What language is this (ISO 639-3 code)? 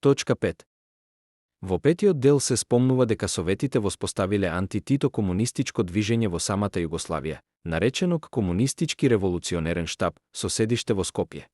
mkd